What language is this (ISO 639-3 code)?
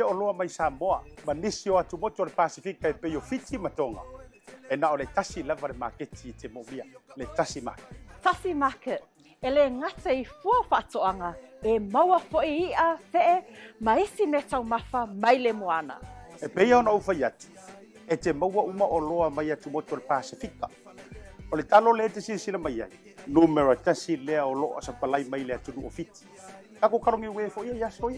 smo